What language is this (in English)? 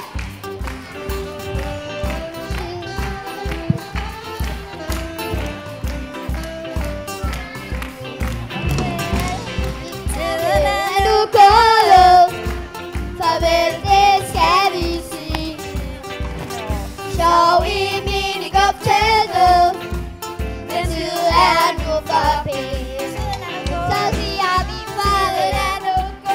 Danish